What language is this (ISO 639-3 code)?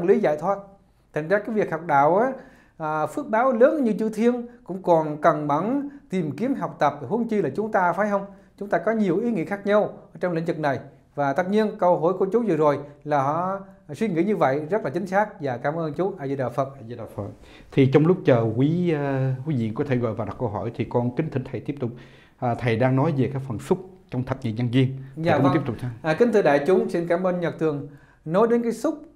vie